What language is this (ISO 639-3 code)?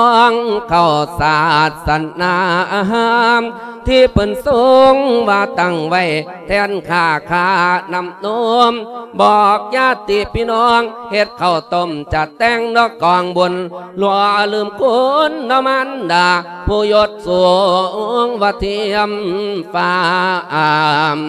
lao